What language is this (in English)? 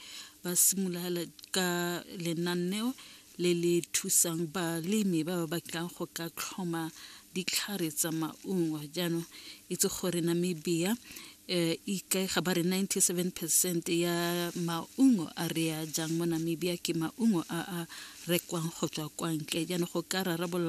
Tswana